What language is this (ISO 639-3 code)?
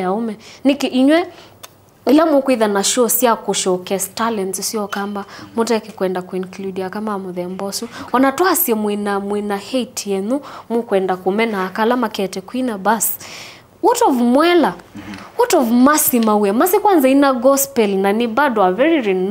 kam